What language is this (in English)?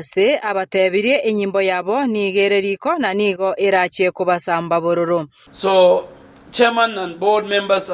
Gusii